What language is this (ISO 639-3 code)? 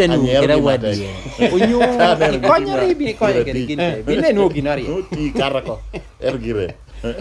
laj